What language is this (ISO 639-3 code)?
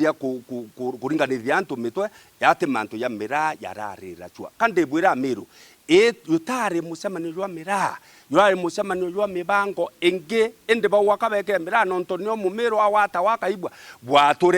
mer